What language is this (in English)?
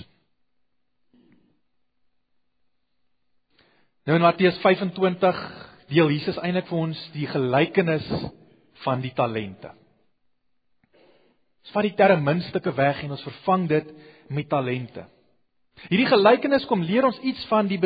Afrikaans